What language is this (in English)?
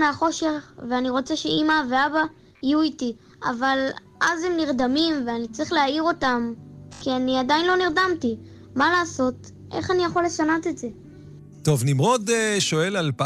Hebrew